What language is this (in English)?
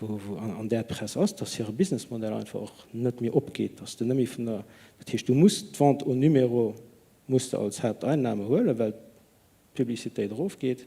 Luxembourgish